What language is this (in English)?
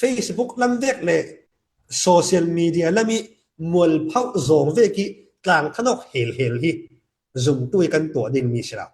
Falam Chin